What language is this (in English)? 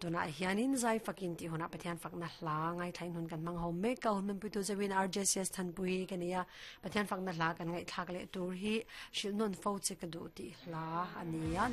Mizo